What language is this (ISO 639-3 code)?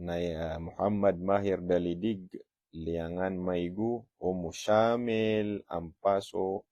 mrw